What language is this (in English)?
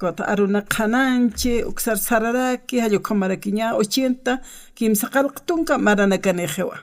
Aymara